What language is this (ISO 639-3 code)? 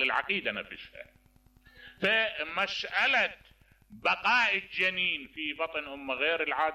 acm